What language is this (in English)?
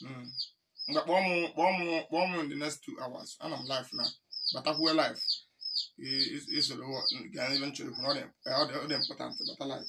Igbo